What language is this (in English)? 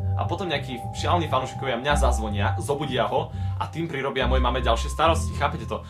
Slovak